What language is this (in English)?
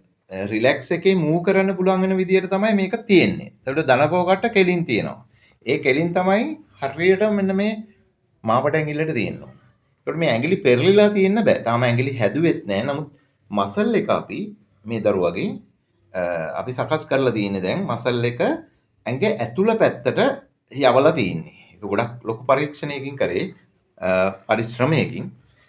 Sinhala